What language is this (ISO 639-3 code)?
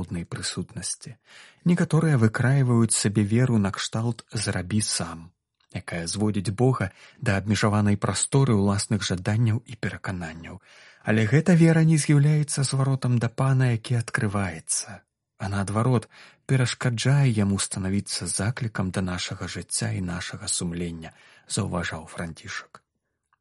bel